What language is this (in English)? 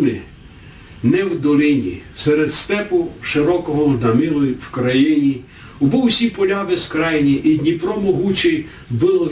Rusyn